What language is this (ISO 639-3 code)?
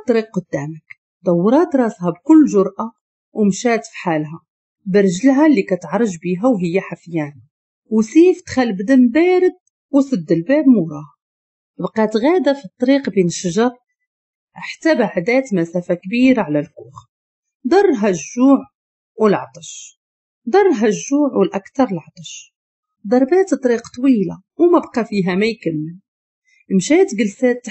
ary